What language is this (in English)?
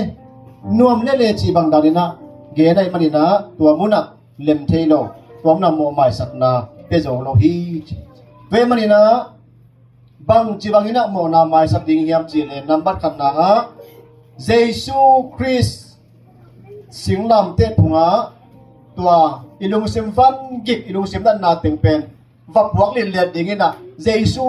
Tedim Chin